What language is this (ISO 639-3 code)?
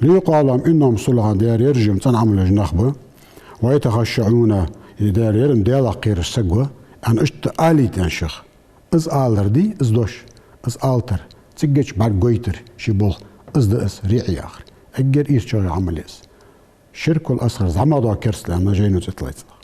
inh